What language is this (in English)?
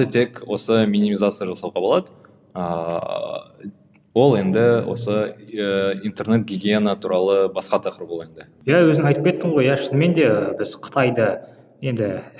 Kazakh